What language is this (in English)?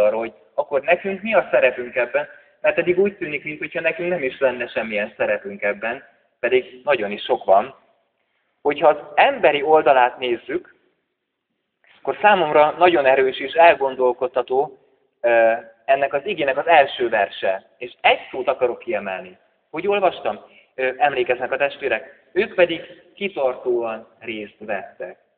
Hungarian